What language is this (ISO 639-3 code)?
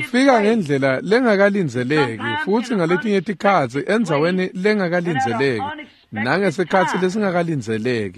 ssw